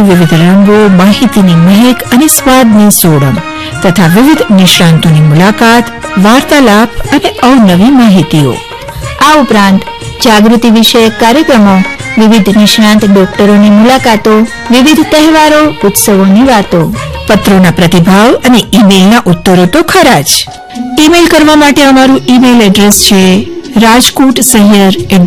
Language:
Gujarati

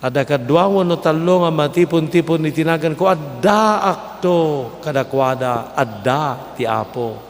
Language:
Iloko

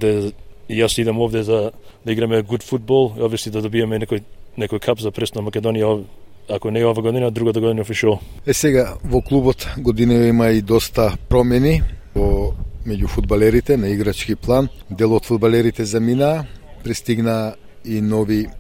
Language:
Macedonian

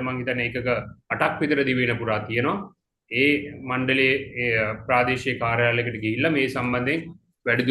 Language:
Sinhala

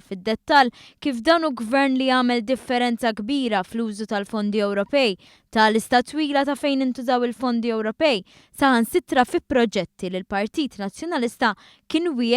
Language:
Maltese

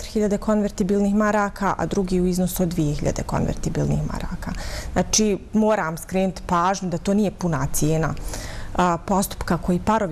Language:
Bosnian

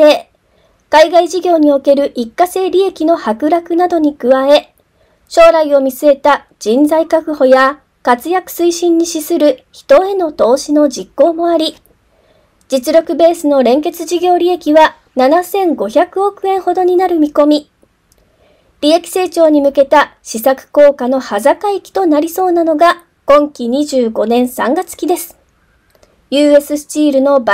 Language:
Japanese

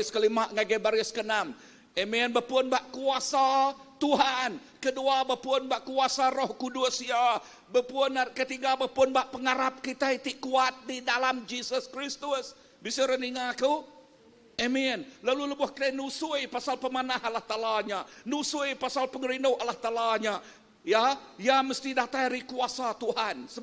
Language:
Iban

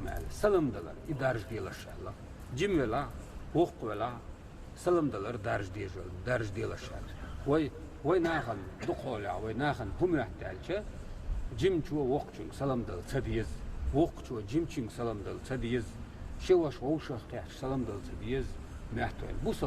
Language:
Chechen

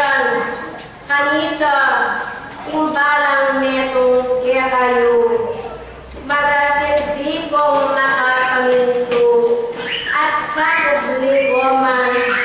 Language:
Pampanga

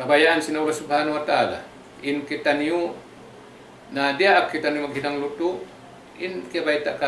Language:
Tausug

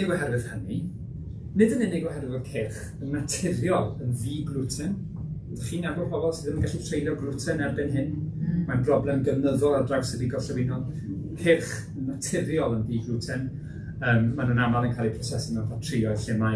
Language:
Welsh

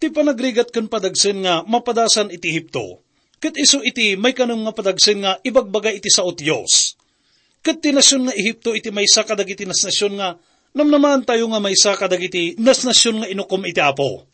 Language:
Iloko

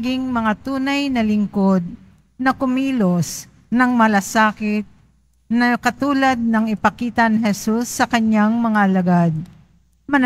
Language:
Filipino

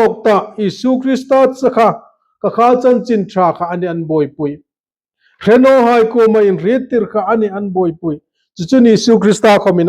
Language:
Hmar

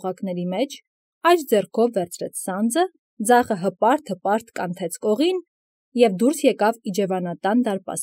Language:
Armenian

